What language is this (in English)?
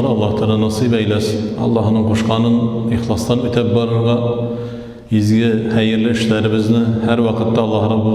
Tatar